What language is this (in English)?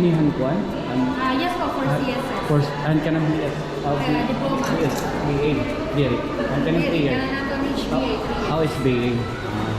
Waray